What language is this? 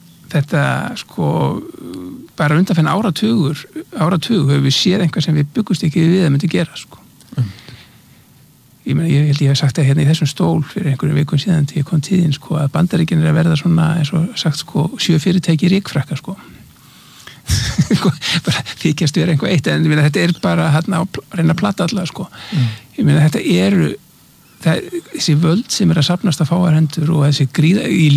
Icelandic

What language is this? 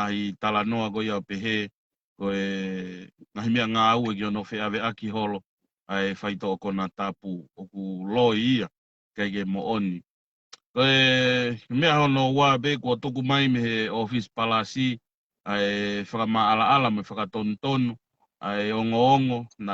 Tongan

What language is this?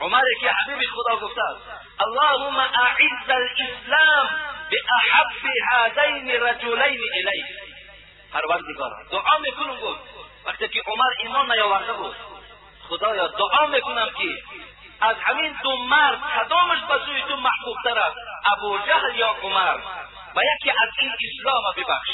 Tajik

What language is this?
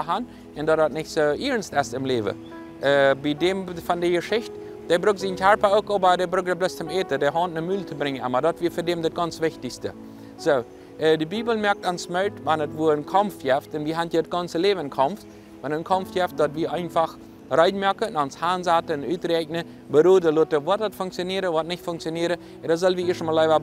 Plautdietsch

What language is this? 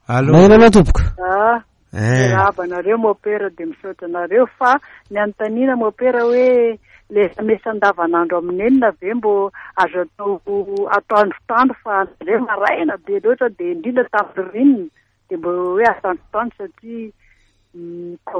Malagasy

